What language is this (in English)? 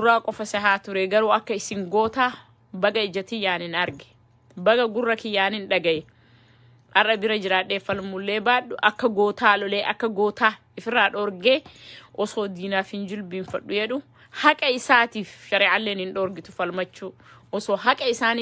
Oromo